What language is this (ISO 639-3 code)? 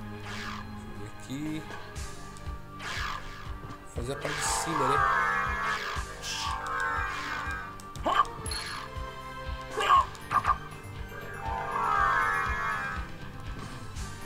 por